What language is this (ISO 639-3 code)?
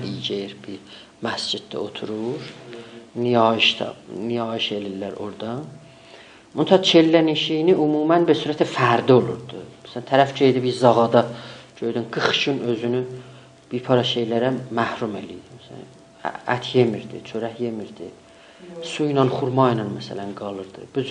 azb